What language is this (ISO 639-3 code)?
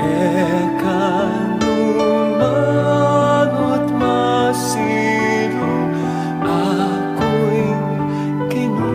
pam